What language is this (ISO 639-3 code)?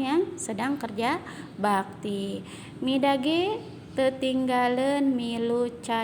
sun